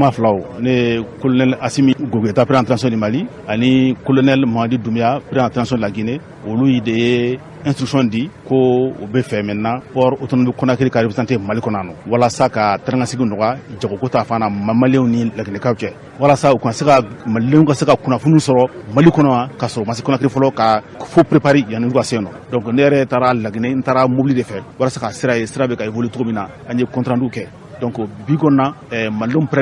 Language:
Bambara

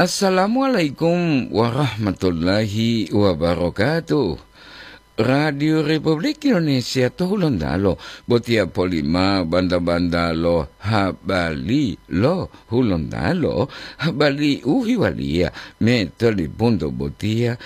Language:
Gorontalo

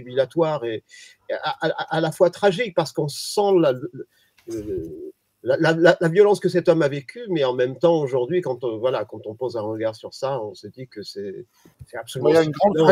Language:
French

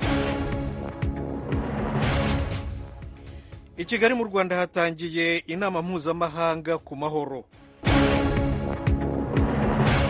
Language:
Kinyarwanda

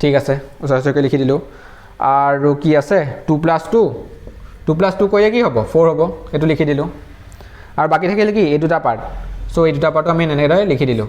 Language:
Assamese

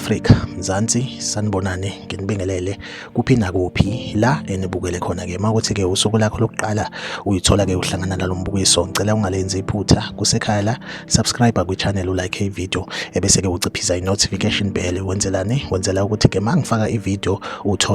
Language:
Zulu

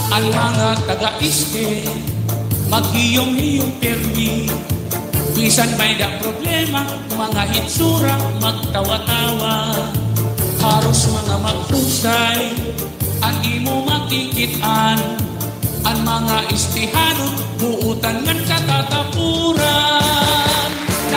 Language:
Waray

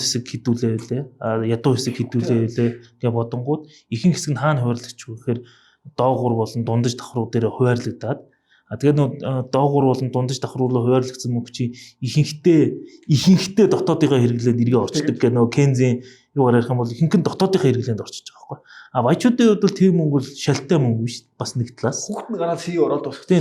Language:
Mongolian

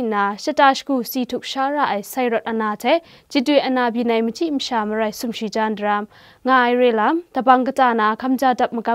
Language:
Kachin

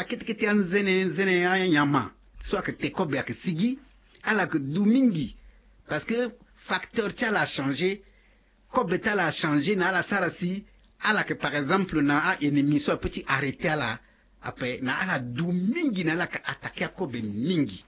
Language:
Sango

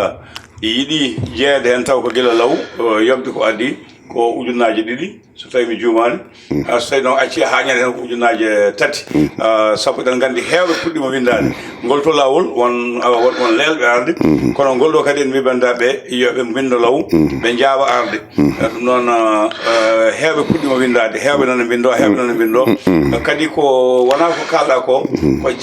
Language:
Fula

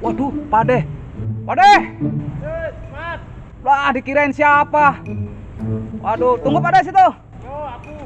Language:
Betawi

